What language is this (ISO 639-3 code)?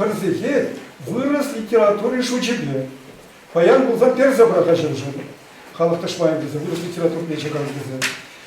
chv